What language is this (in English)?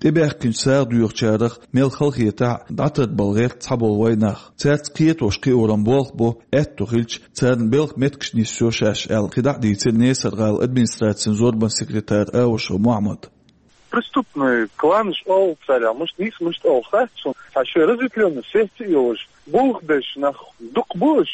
Chechen